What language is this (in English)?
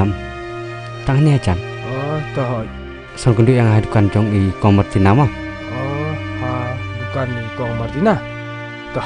Khasi